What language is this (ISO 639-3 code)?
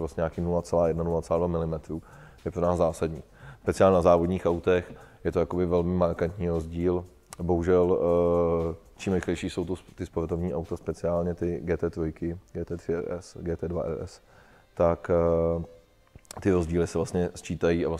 ces